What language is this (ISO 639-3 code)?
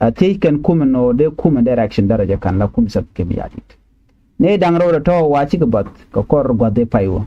nus